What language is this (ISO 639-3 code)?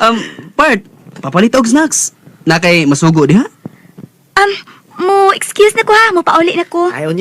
ceb